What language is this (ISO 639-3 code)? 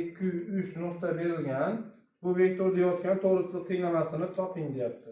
uzb